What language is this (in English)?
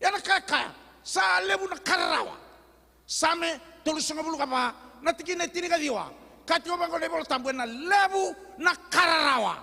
Fijian